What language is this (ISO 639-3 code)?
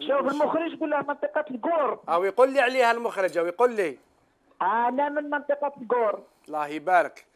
arq